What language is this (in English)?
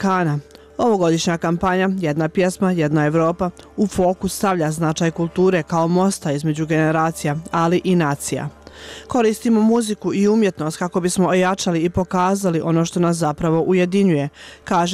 Bosnian